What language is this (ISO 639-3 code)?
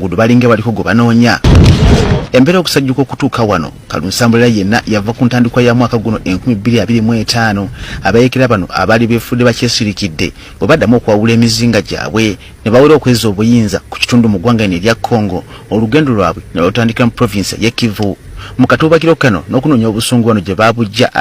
lug